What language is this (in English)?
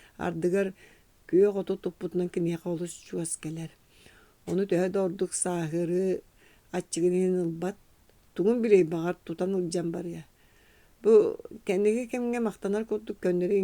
Yakut